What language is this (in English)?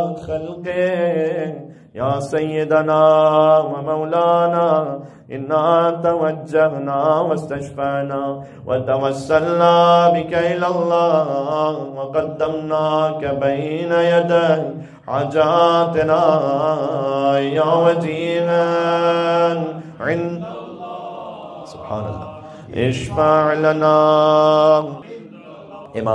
Urdu